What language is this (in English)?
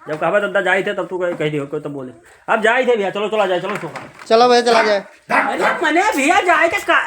Awadhi